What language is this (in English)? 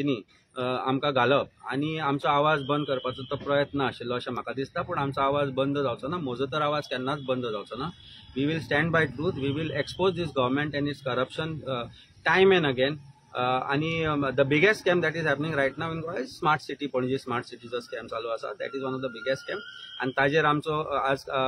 Konkani